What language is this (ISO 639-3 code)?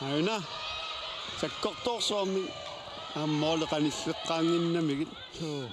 kal